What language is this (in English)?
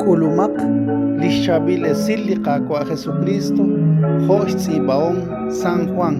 Kekchí